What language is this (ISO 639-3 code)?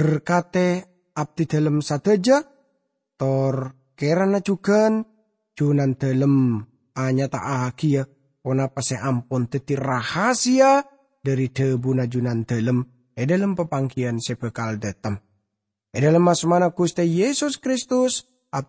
mad